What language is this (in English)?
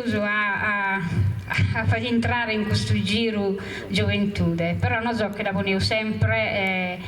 Sardinian